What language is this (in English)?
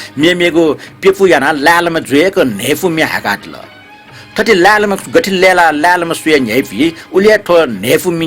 Newari